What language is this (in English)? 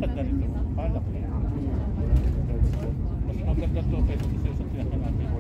Filipino